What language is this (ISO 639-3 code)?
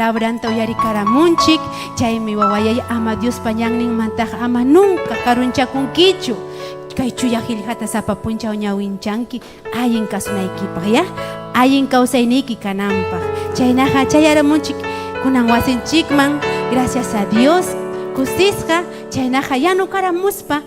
quy